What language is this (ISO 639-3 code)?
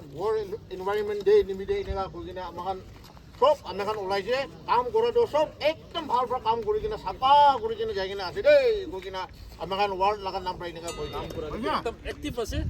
nag